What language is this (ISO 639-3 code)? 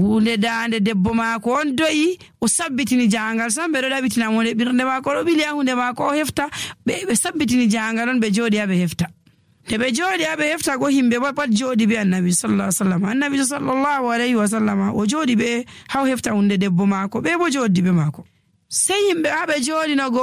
fuv